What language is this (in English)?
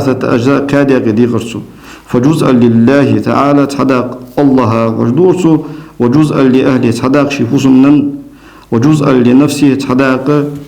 Ingush